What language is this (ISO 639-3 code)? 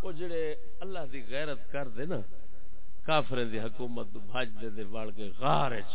skr